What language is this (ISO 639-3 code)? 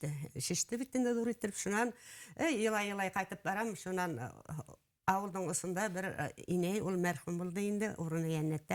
bak